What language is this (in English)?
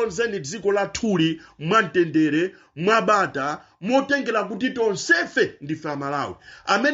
Nyanja